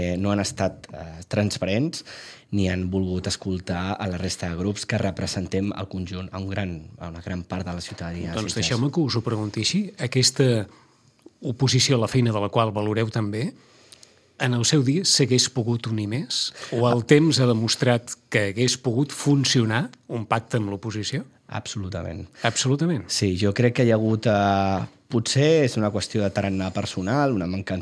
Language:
Catalan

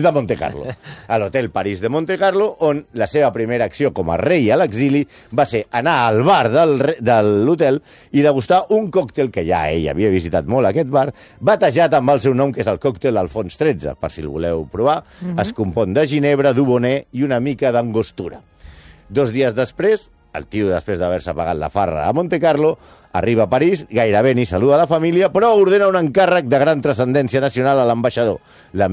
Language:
Catalan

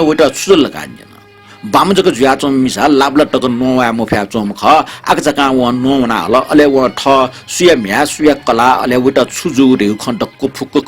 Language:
Newari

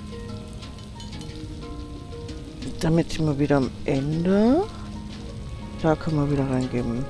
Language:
German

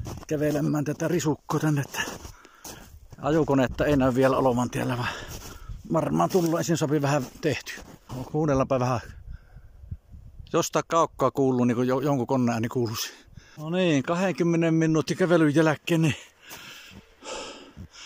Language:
Finnish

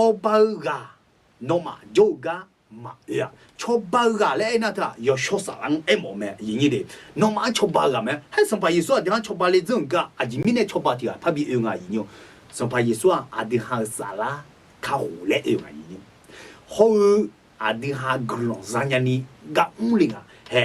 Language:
Akha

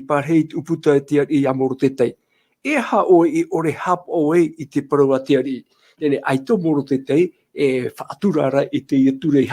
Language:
Tahitian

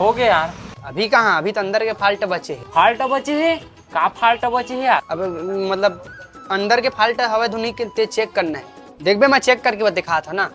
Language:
Chhattisgarhi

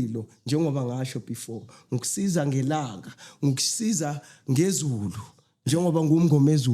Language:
Zulu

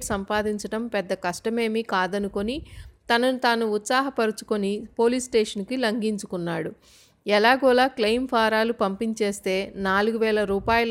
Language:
Telugu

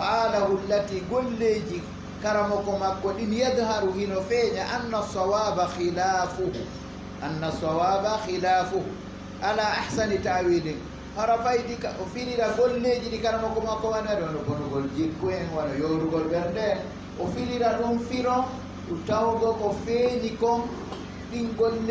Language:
Fula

